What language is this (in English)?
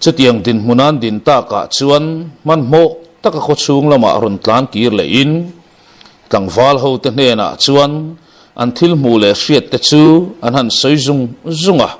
Mizo